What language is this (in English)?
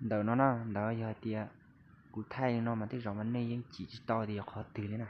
Hmong